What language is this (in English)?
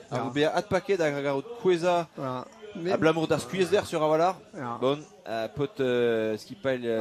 Breton